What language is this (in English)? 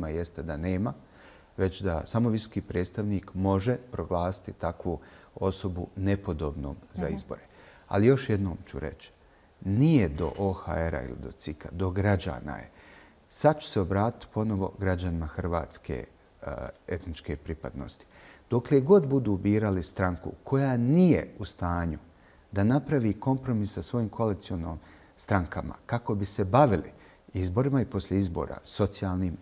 Bosnian